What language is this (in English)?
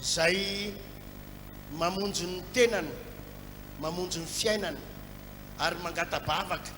Malagasy